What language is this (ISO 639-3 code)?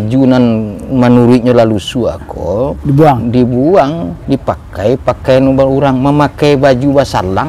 min